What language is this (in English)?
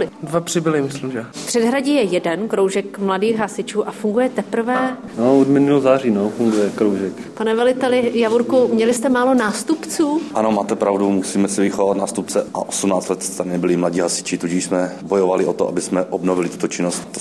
Czech